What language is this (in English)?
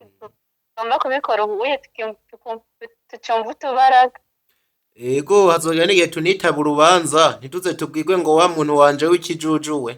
Rundi